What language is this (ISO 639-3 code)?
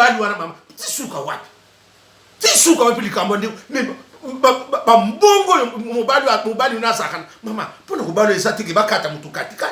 lin